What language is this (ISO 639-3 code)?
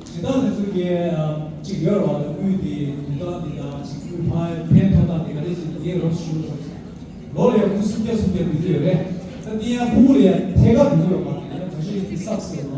bod